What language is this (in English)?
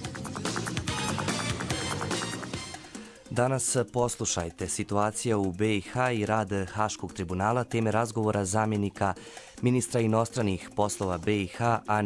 Bosnian